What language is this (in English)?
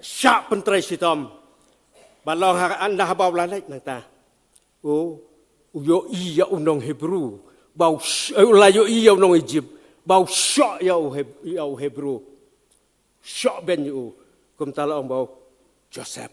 Khasi